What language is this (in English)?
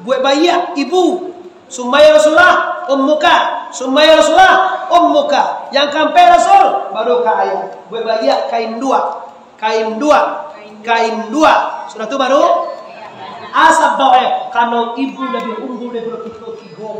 Minangkabau